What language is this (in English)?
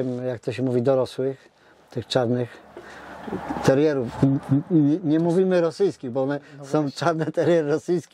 Polish